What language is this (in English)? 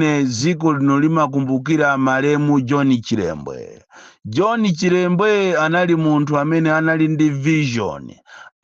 Nyanja